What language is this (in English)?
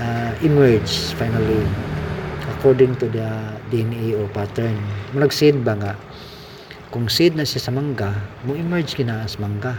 Cebuano